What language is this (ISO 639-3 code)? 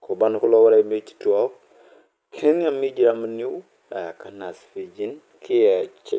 nus